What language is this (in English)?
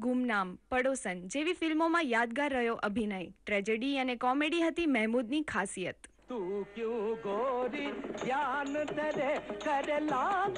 Gujarati